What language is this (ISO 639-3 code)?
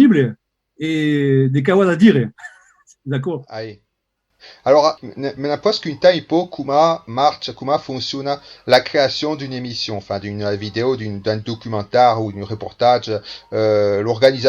oci